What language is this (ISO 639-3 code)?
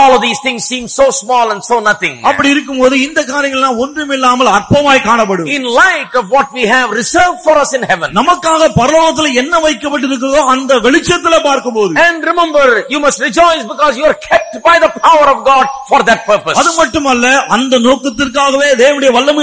tam